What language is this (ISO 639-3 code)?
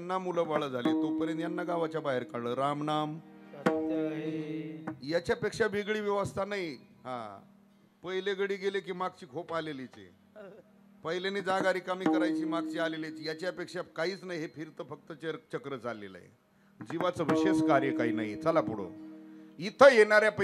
mar